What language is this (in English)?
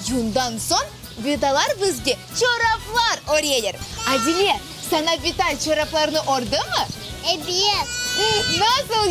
Crimean Tatar